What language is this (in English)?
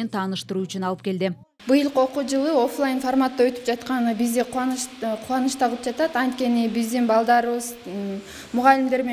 Kyrgyz